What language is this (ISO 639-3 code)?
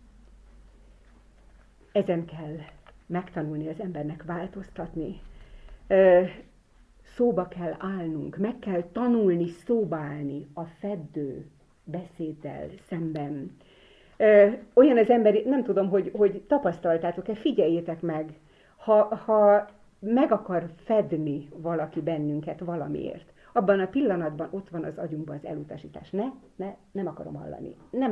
hun